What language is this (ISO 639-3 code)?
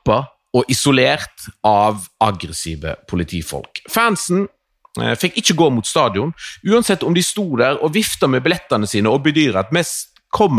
nor